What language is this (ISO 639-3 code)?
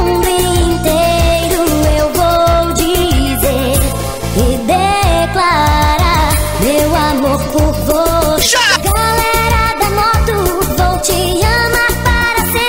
por